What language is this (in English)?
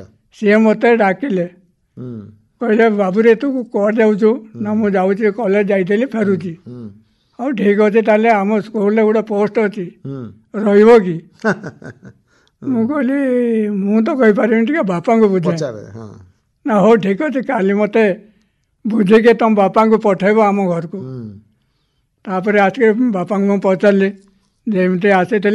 Odia